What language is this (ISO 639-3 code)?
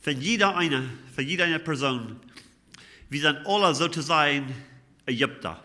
pdt